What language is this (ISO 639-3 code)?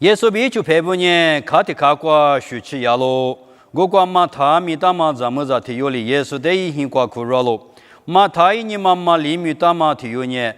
lis